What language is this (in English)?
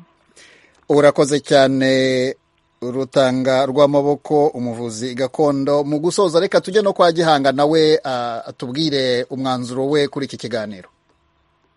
Kinyarwanda